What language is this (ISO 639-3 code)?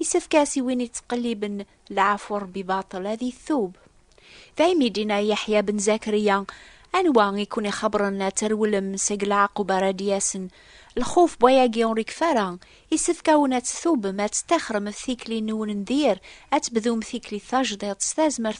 kab